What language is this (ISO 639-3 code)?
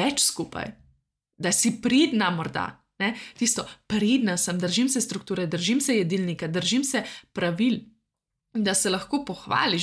slv